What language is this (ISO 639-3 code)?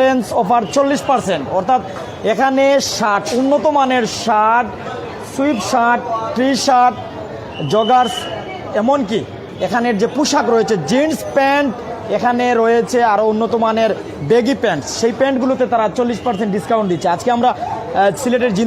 syl